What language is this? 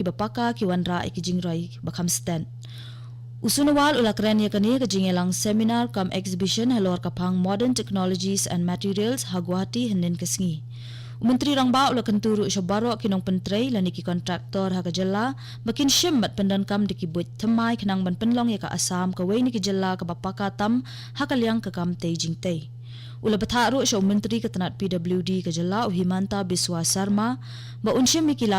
Khasi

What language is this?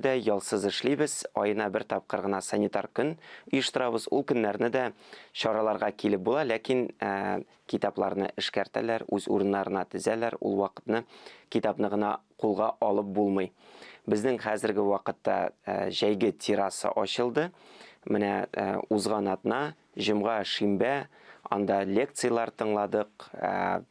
Tatar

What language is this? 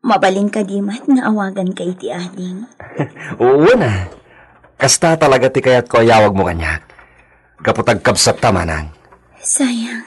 Iloko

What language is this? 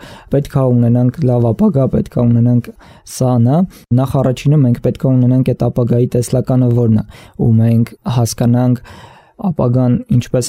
Armenian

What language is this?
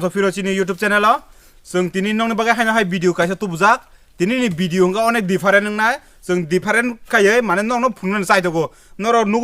Kok Borok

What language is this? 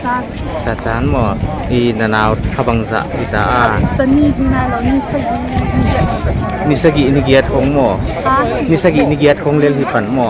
Paite Chin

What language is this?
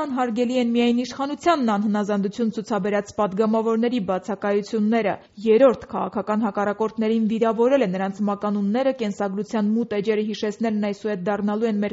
Armenian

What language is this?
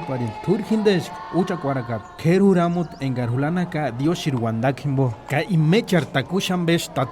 Purepecha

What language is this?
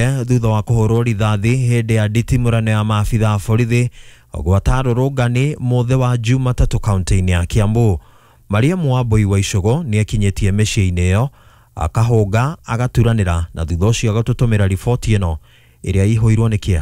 Kikuyu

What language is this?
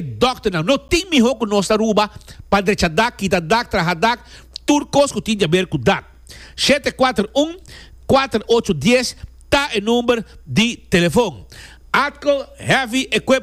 Papiamento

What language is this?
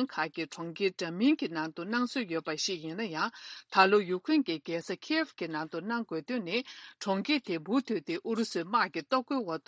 Tibetan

